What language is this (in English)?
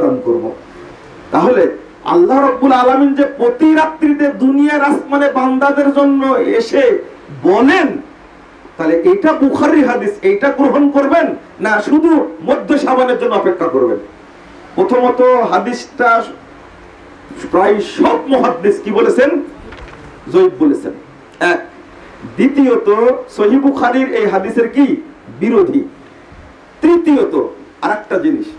Bangla